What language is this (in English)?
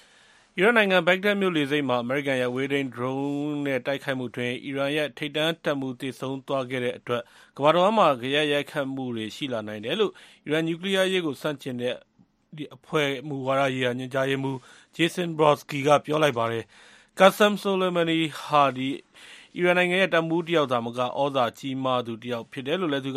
Burmese